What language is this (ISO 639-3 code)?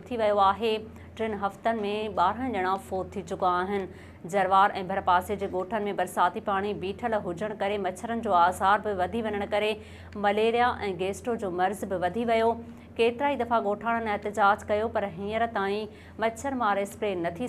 snd